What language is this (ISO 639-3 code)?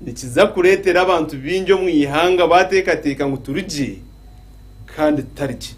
nyn